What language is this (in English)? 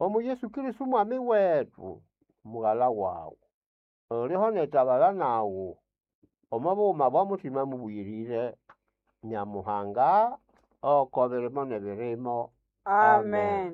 Nande